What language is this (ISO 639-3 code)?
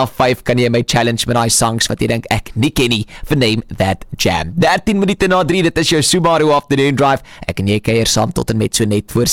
afr